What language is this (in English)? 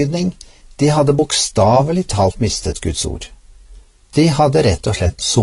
Norwegian